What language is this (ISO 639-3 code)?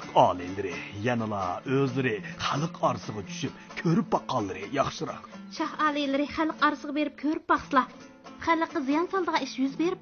uig